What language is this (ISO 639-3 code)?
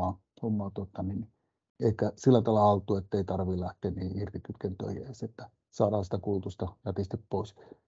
fin